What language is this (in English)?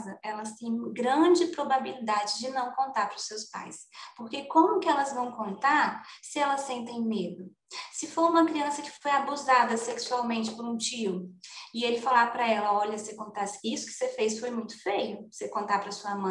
Portuguese